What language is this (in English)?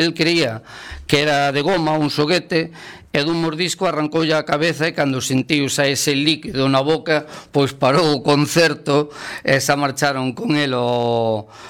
Galician